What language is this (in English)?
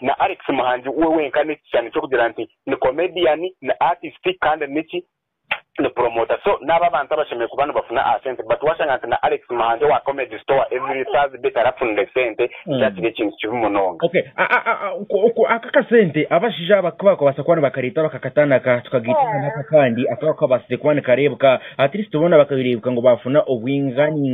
Kinyarwanda